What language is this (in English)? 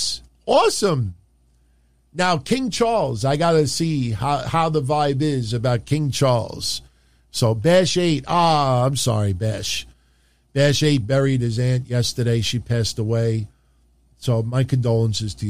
English